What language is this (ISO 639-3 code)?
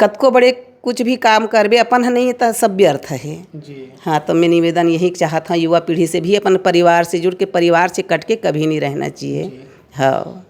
hne